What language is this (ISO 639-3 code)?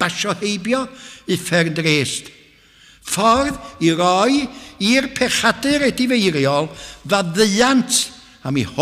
cym